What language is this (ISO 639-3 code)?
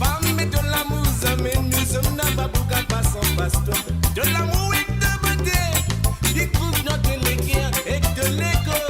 mfe